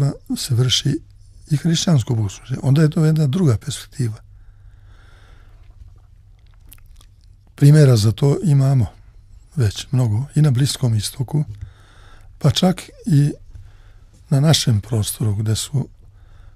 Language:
Serbian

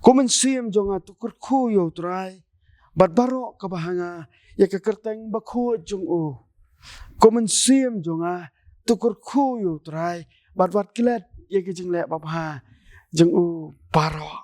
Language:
Khasi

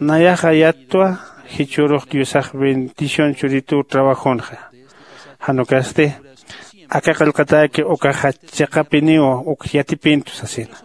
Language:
Aymara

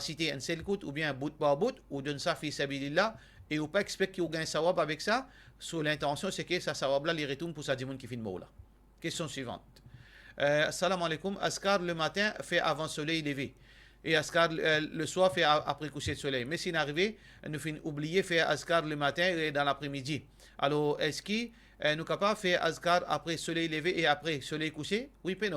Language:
Morisyen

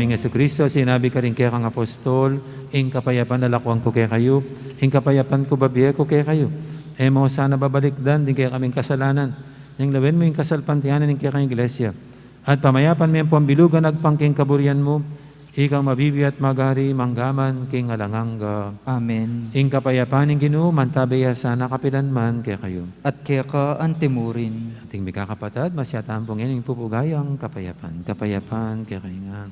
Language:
Pampanga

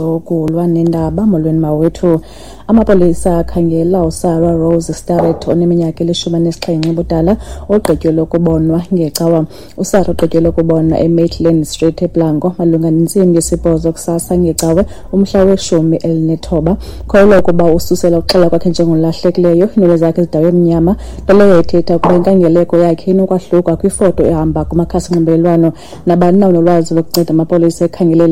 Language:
Xhosa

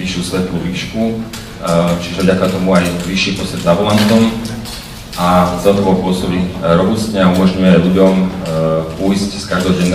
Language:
Slovak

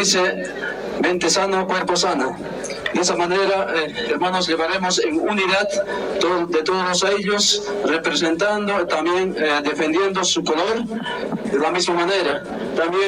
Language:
South Bolivian Quechua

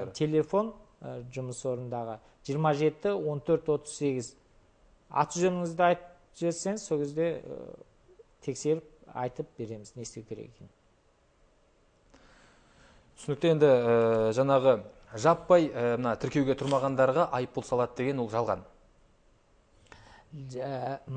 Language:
Kazakh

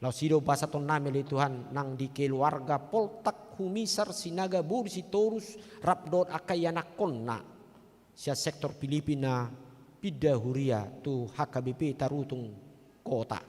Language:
Batak Toba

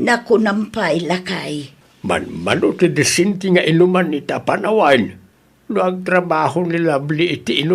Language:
Iloko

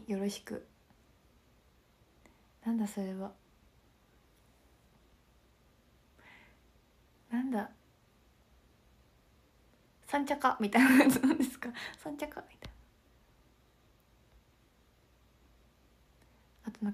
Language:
Japanese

